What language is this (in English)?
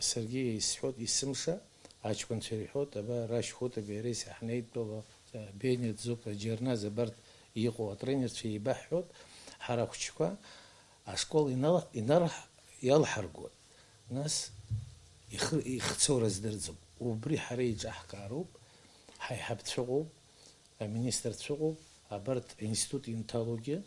Abkhazian